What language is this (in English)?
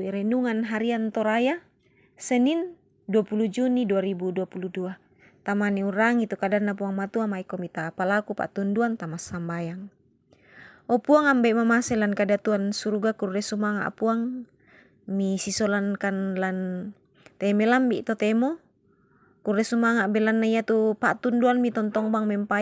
Toraja-Sa'dan